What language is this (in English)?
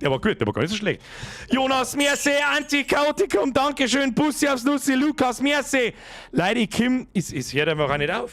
Bavarian